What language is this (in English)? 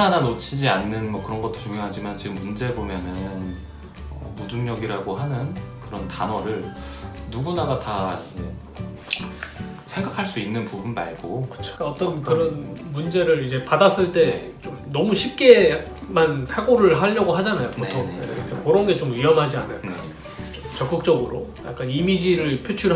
Korean